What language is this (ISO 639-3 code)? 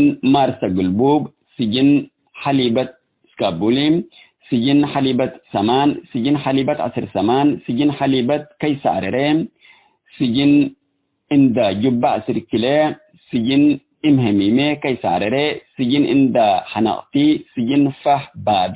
tig